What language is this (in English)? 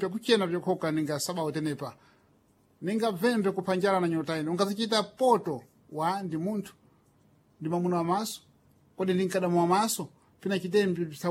Sena